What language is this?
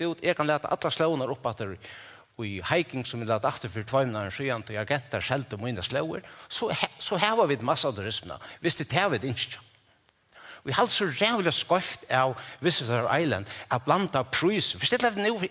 Faroese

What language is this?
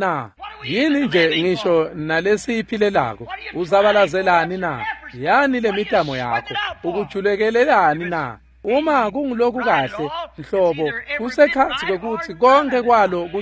Swati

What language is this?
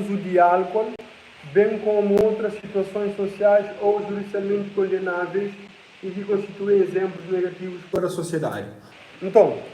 Kabuverdianu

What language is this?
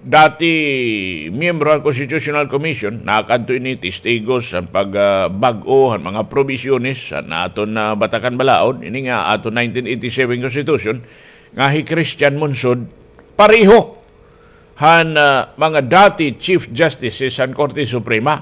Waray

